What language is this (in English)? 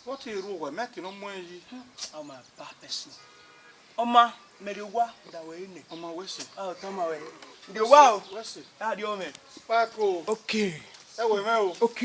Bini